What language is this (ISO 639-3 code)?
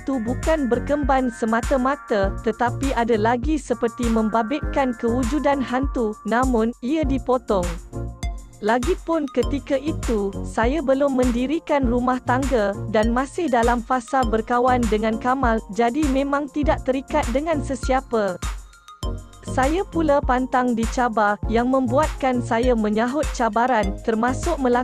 msa